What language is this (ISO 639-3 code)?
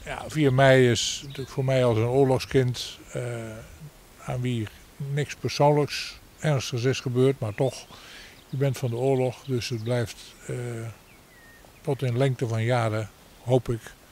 nld